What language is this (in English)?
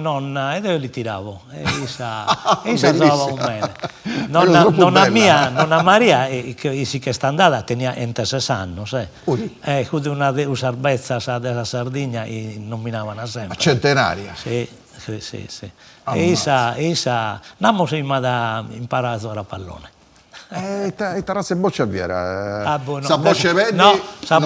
Sardinian